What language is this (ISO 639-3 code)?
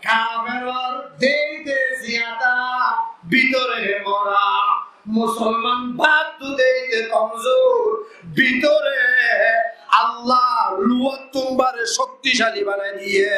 rhg